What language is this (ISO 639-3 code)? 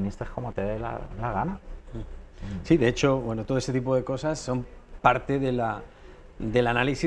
spa